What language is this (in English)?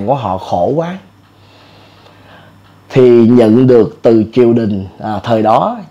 Vietnamese